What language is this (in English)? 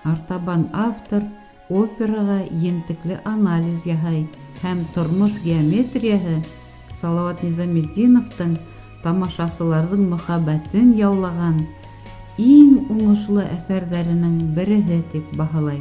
Bashkir